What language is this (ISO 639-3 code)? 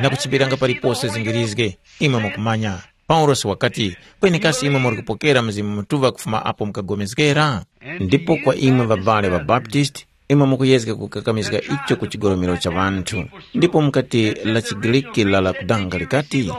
tum